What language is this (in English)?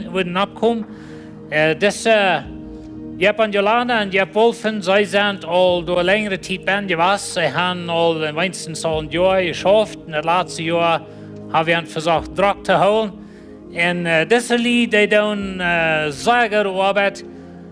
Plautdietsch